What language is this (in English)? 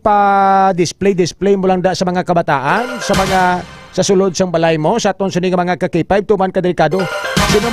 Hiligaynon